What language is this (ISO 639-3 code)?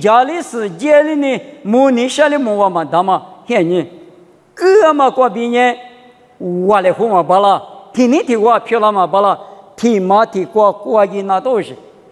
lis